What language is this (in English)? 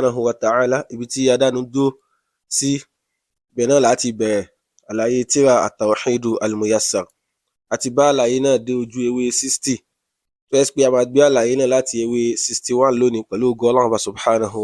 Yoruba